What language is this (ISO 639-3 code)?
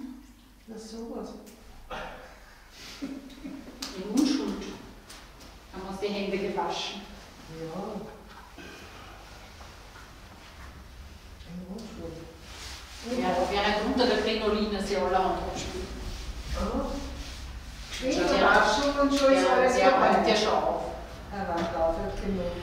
deu